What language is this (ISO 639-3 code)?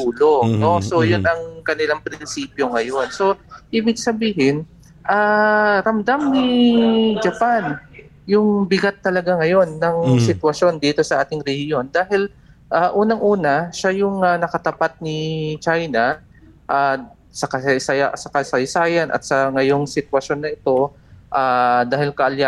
fil